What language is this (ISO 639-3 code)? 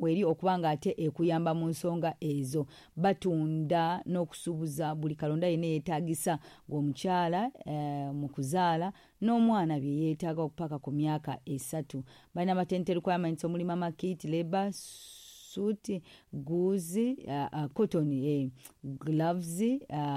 lug